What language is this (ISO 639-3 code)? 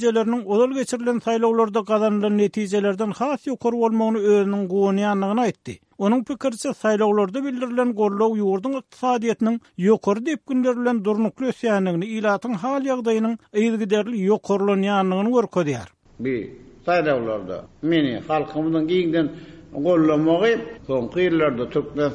tuk